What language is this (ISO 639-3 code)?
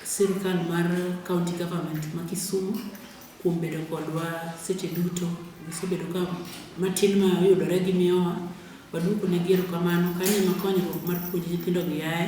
luo